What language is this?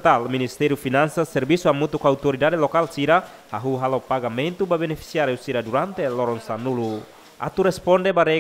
Tetum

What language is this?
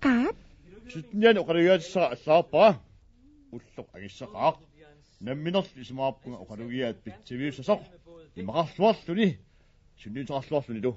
Kalaallisut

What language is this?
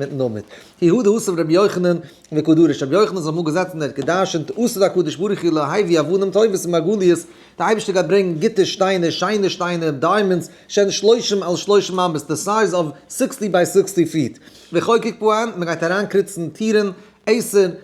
Yiddish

